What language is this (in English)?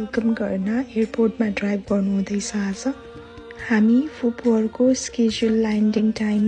Nepali